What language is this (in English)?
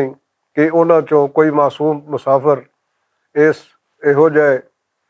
Western Panjabi